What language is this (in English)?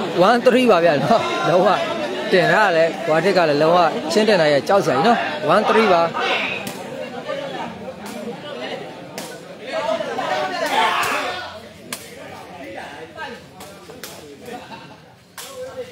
Burmese